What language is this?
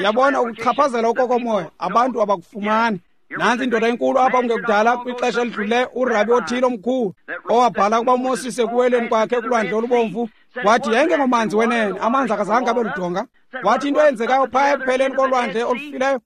Xhosa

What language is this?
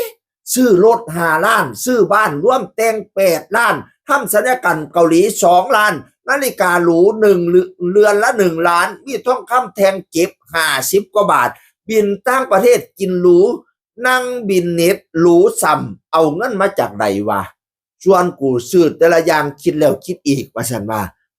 Northeastern Thai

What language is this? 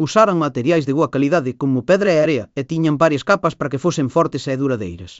Galician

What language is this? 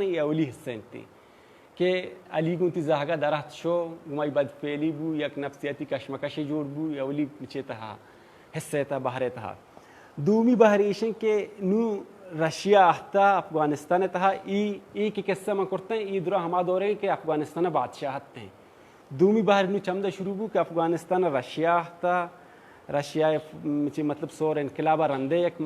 Baluchi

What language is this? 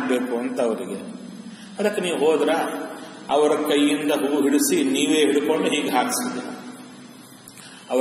Kannada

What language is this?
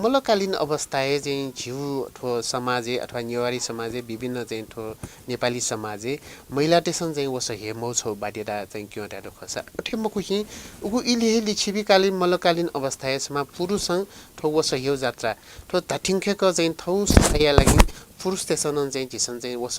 Newari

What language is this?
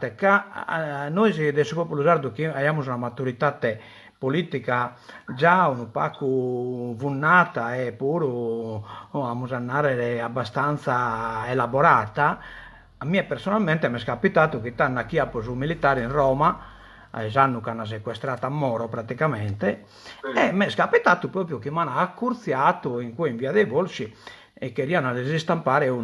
Sardinian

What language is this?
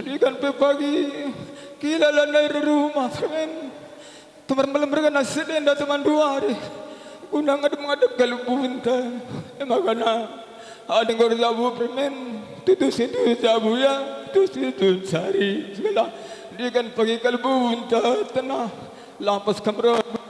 Batak Karo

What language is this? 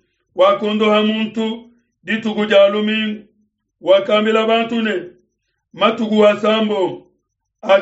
Luba-Lulua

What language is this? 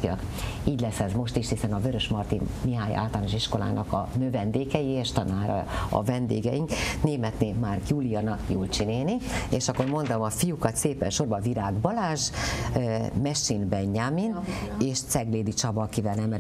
Hungarian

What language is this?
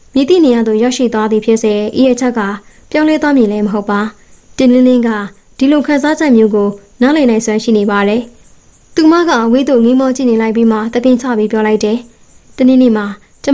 Burmese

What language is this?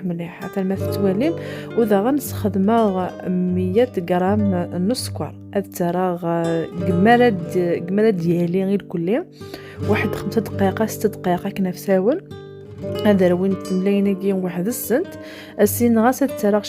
Kabyle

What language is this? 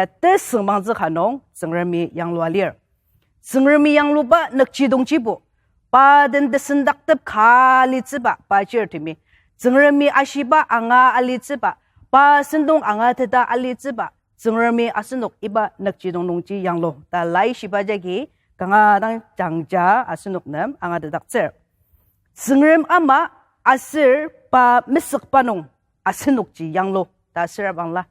Ao Naga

